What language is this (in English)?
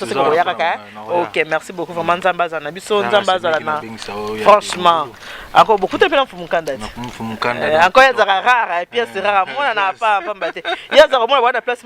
Lingala